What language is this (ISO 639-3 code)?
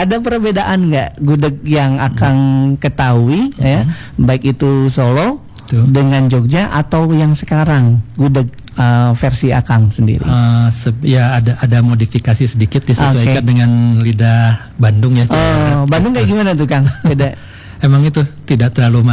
ind